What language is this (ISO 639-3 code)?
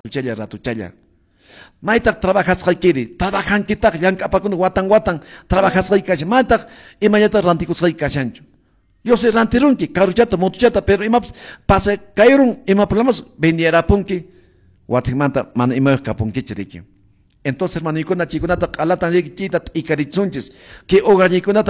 que